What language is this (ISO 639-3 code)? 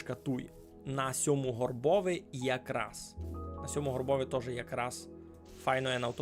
rue